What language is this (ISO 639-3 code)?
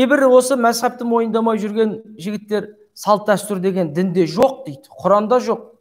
kaz